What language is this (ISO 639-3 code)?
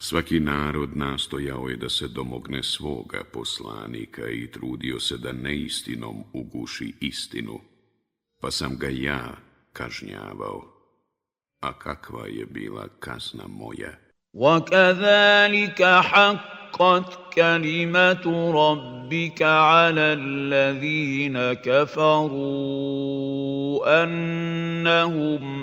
bos